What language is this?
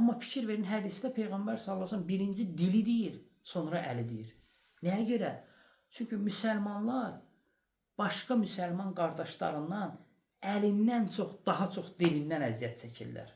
Azerbaijani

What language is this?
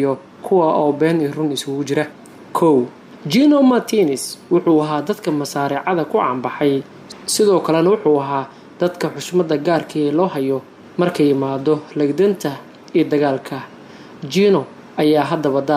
Somali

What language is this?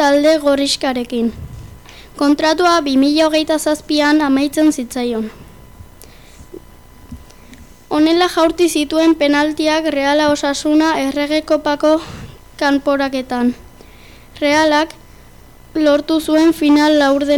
Basque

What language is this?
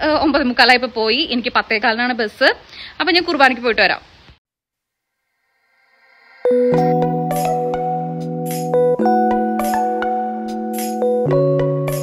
Malayalam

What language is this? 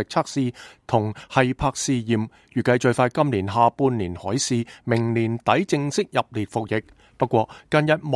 Cantonese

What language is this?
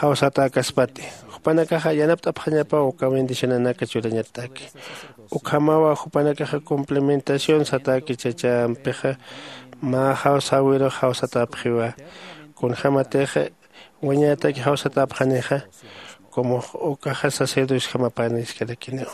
Aymara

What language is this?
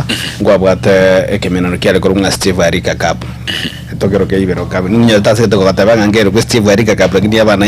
Gusii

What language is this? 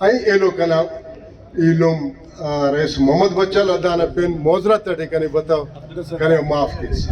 Brahui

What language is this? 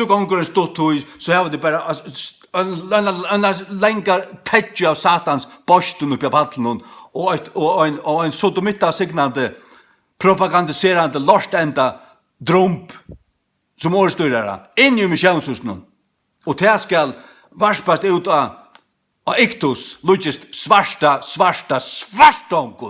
Faroese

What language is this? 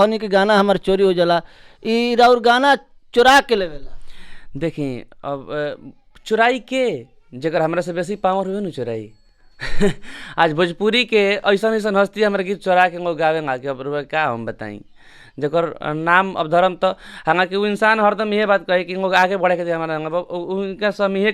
Bhojpuri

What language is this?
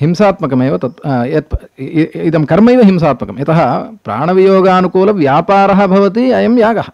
Sanskrit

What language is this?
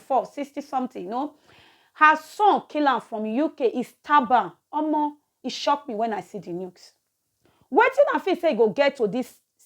Nigerian Pidgin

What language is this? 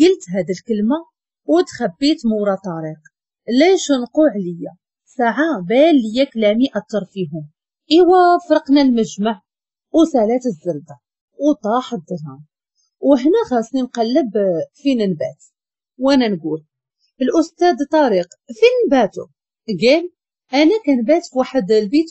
Moroccan Arabic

